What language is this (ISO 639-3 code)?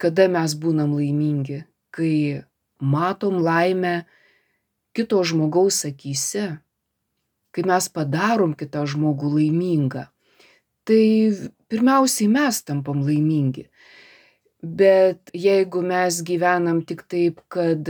lit